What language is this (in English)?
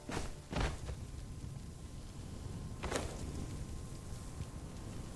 French